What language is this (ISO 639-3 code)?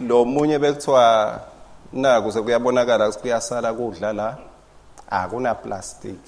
ssw